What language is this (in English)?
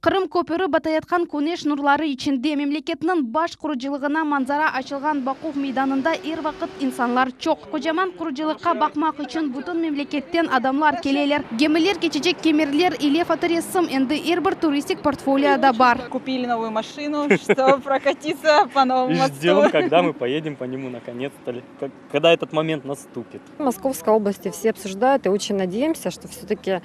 Crimean Tatar